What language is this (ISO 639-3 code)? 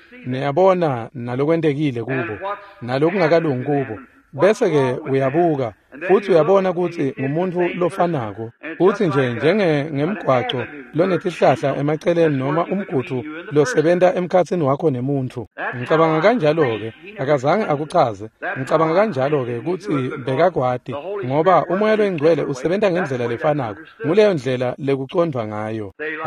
ssw